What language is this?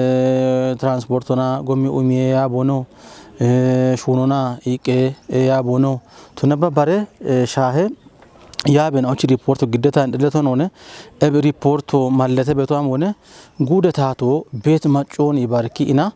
Kafa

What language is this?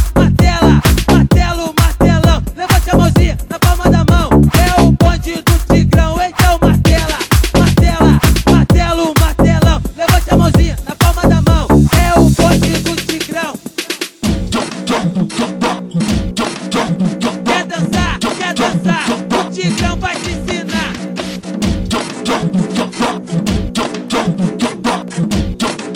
Portuguese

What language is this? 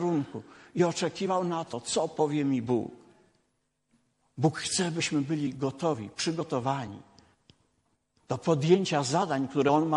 Polish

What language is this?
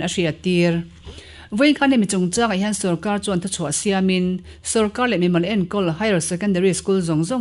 Mizo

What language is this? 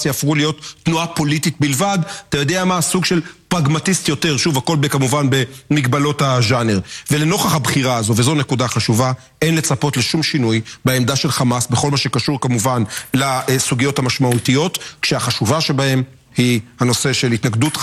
Hebrew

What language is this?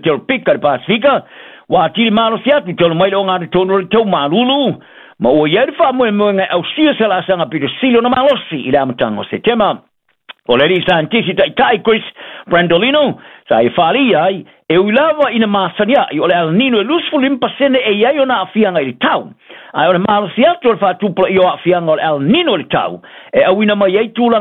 Samoan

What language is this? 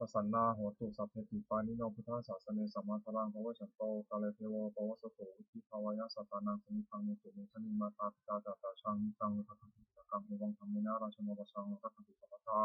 Pali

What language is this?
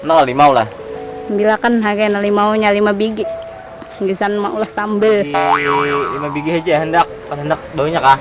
Banjar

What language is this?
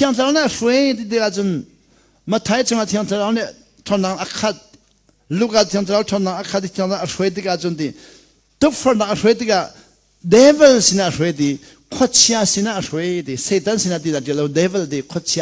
Hakha Chin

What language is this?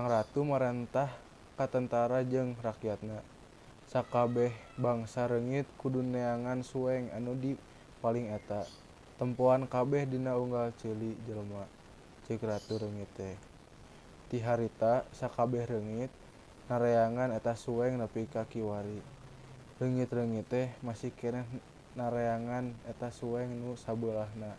Sundanese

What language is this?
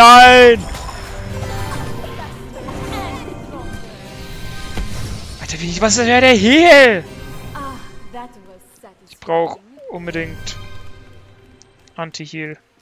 German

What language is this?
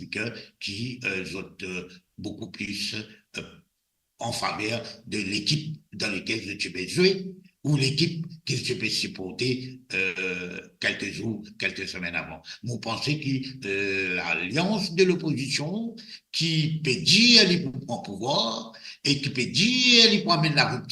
Morisyen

